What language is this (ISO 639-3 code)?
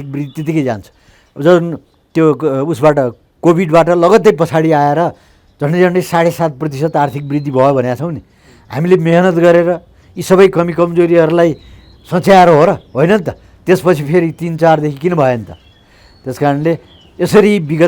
nep